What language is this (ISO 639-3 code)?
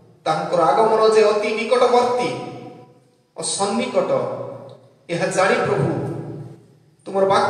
ori